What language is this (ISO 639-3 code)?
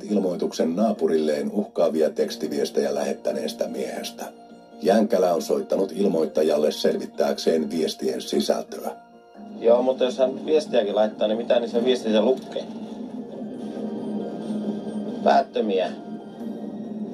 fin